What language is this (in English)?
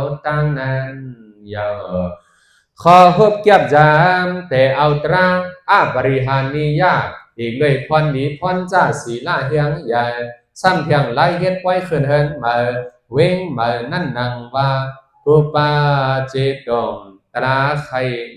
Shan